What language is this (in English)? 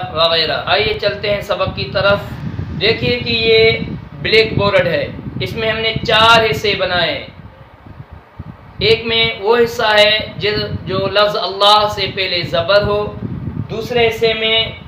Urdu